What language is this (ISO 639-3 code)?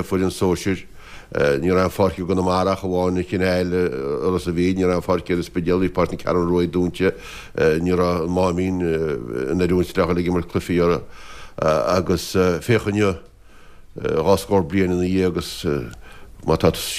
gle